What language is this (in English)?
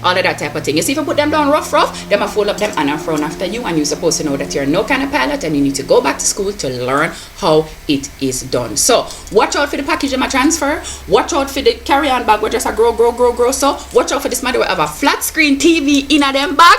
Jamaican Creole English